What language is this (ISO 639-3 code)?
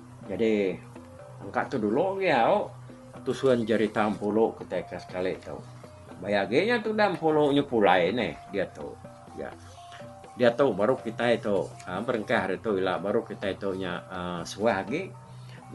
iba